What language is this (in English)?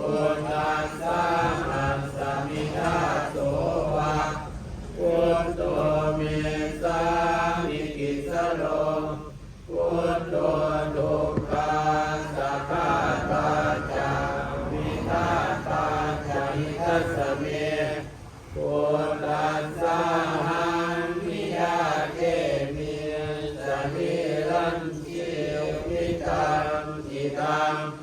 Pali